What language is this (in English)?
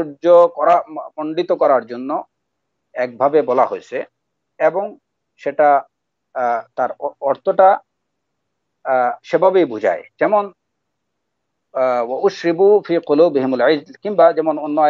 Bangla